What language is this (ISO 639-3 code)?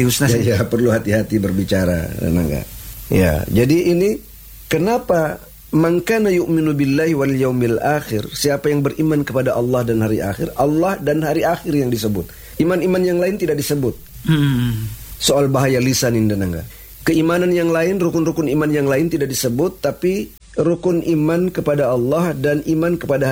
ind